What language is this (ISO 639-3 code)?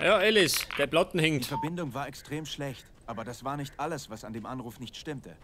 bar